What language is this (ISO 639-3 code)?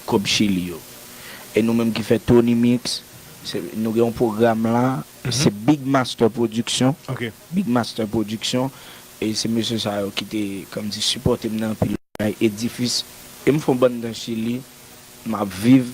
hat